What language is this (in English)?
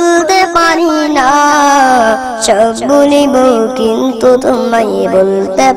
Bangla